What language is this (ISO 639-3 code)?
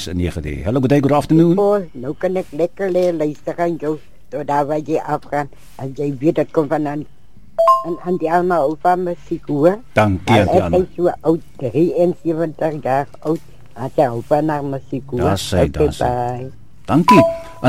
afr